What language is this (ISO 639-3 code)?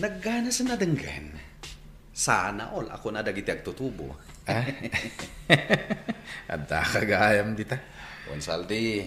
ilo